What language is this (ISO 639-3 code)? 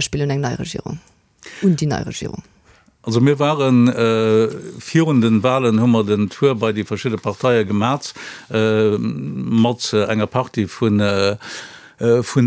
ltz